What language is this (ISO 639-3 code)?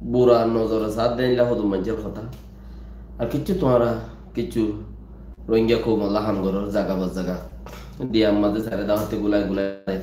rhg